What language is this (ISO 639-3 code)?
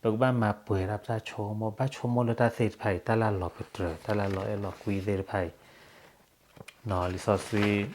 ksw